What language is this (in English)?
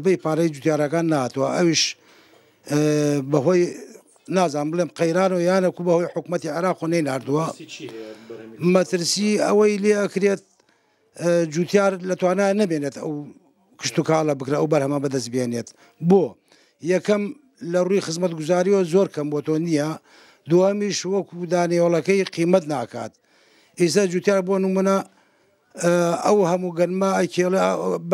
Central Kurdish